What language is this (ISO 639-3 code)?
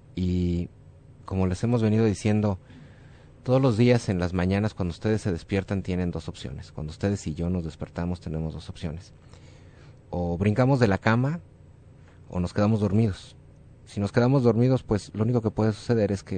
spa